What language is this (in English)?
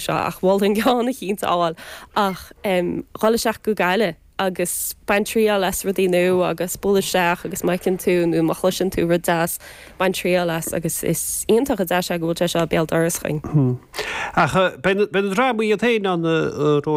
Irish